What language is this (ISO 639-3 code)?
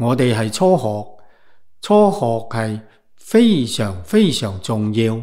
yue